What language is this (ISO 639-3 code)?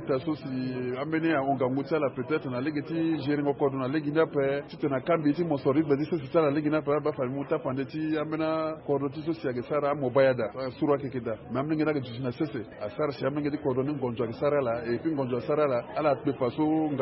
sag